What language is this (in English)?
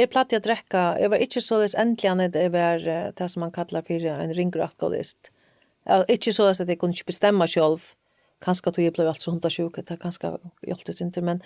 Faroese